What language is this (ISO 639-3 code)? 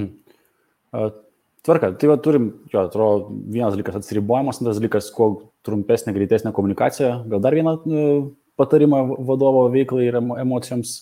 lit